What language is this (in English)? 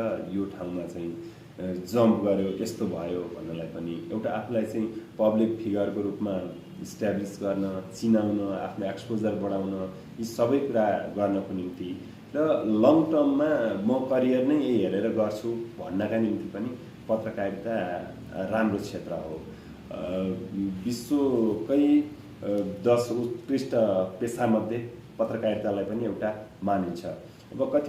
Nepali